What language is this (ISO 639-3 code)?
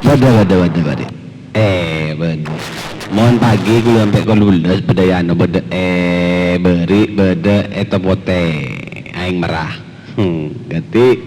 mad